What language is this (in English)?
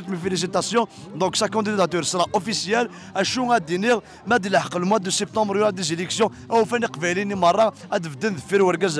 Kabyle